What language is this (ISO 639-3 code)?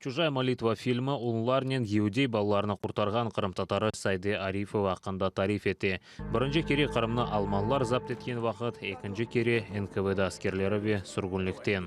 crh